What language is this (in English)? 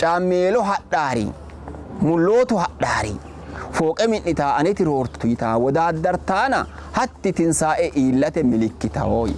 Sidamo